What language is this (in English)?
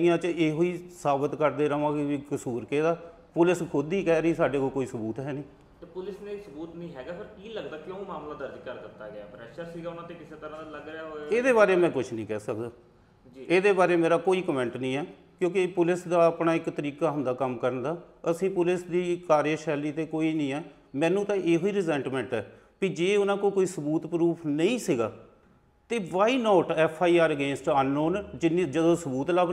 Punjabi